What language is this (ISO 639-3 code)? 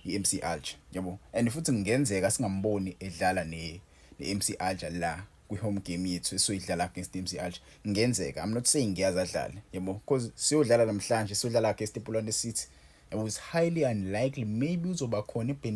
zul